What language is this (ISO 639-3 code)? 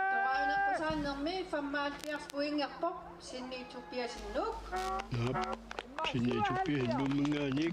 kal